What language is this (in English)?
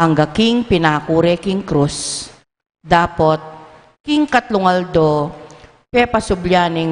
Pampanga